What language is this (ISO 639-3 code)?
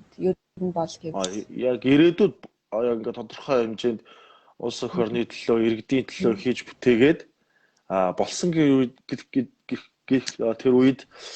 mon